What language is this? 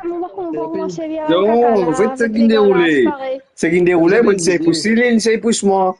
Morisyen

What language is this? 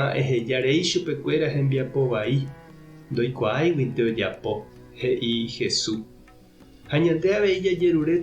Guarani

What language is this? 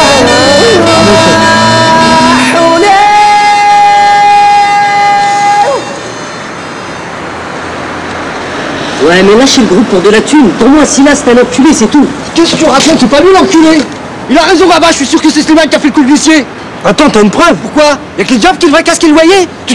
French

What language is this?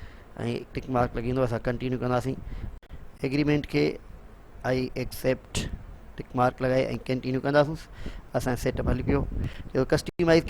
Sindhi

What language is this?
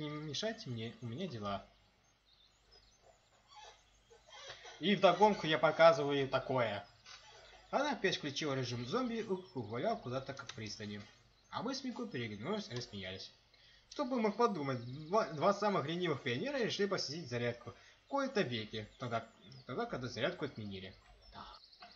Russian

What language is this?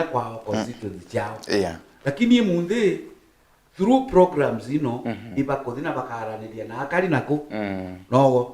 Meru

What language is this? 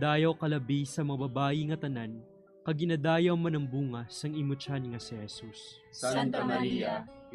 Hiligaynon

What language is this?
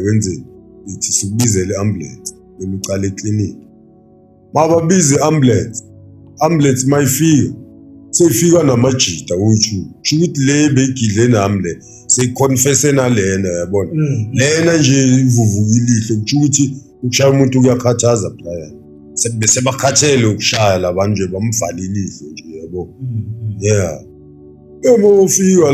Zulu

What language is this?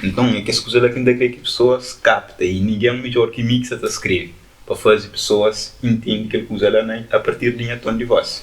Kabuverdianu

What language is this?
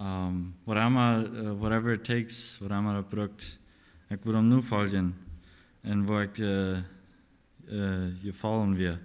Plautdietsch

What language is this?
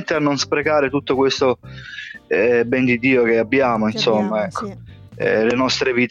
Italian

